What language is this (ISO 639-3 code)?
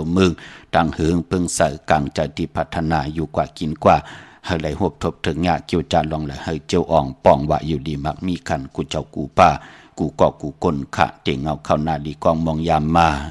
shn